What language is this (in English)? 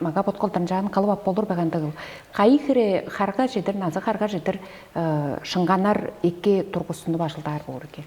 Tuvinian